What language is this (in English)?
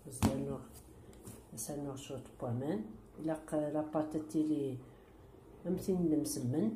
Kabyle